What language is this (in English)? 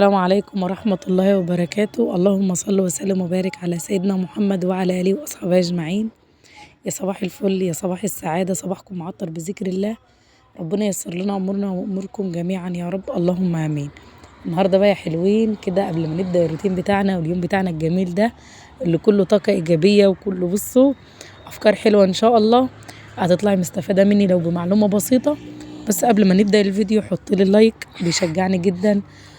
Egyptian Arabic